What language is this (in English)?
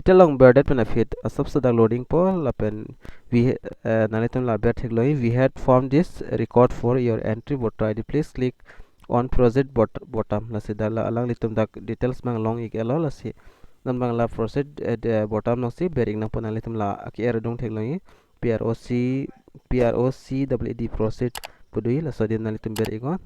Karbi